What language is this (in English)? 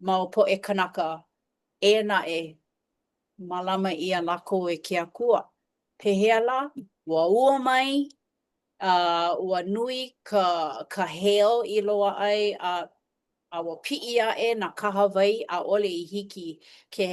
Hawaiian